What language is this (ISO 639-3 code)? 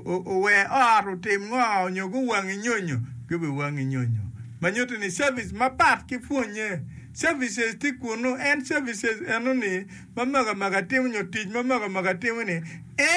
ach